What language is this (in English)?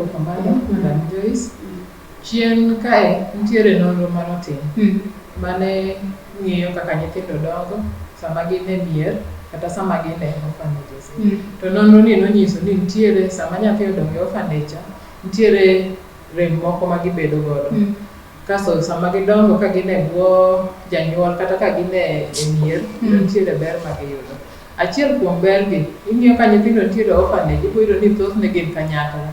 Luo (Kenya and Tanzania)